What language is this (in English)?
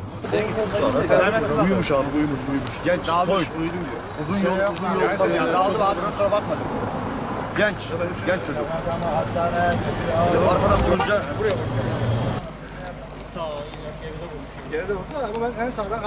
Turkish